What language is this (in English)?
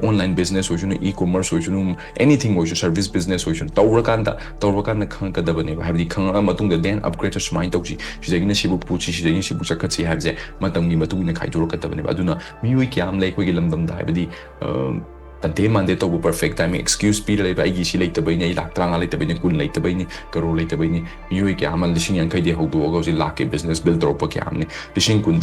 Manipuri